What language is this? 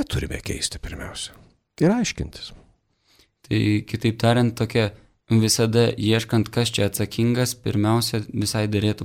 Lithuanian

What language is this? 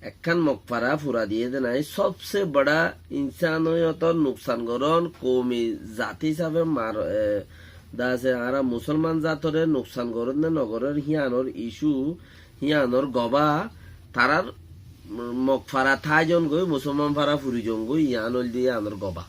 Rohingya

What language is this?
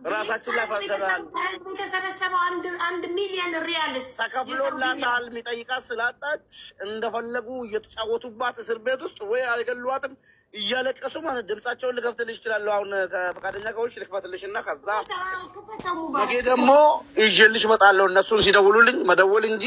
Amharic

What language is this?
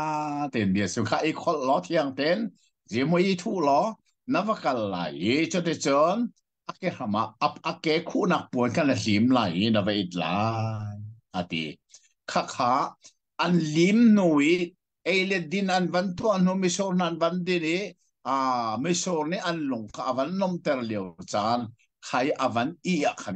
Hakha Chin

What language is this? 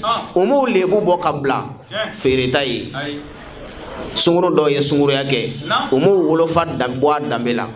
Bambara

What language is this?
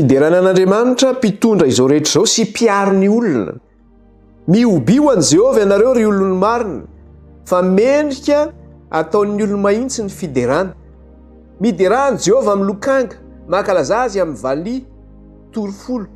Malagasy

